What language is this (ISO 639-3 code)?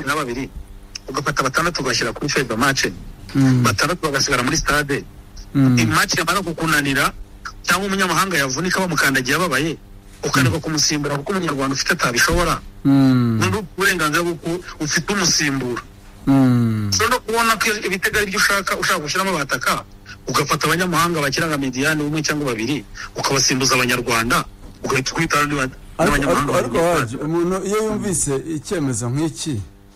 kin